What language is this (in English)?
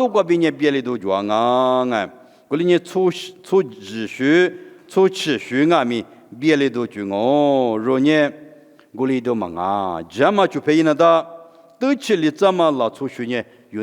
Lisu